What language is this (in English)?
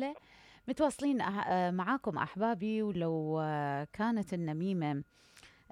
Mesopotamian Arabic